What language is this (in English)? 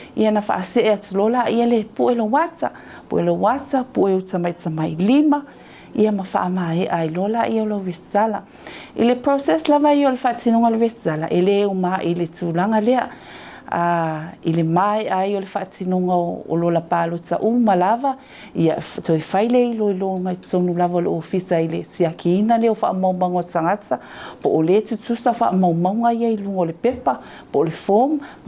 Samoan